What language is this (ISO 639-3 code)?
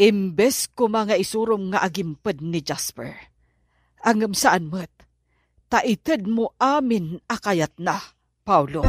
ilo